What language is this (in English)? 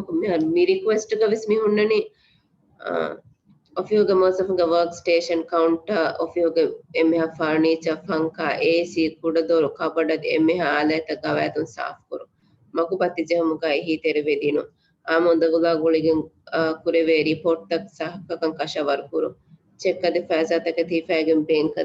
Divehi